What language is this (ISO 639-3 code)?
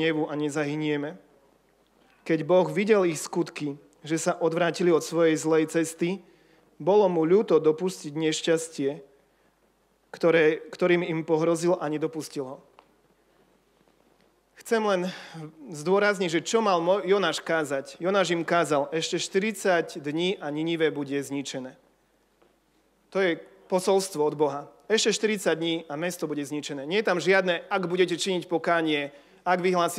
slk